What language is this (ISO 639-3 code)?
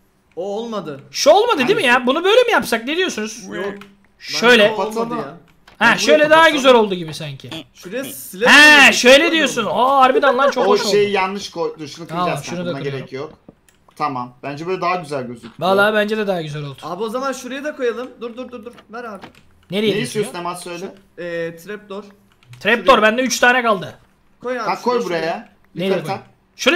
tur